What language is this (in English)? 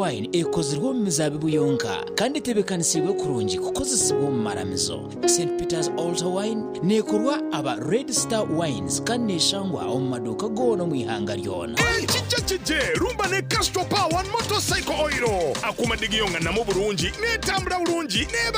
Nyankole